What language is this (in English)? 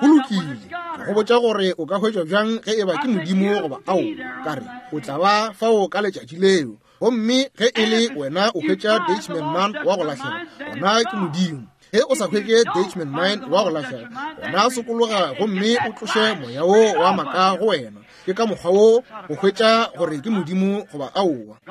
Northern Sotho